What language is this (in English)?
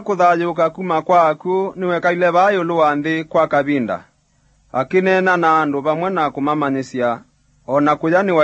Kamba